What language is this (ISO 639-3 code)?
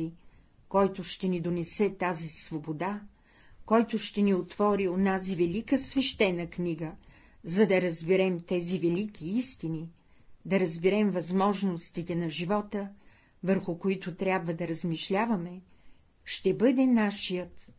bul